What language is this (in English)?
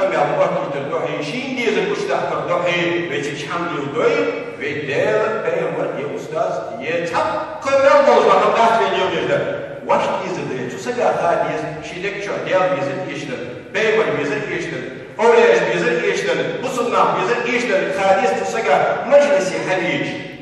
Ingush